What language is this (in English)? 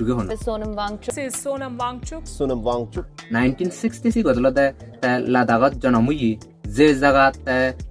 Chakma